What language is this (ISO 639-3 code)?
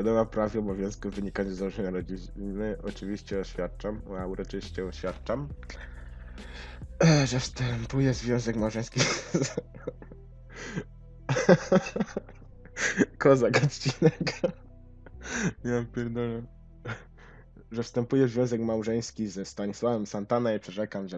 pol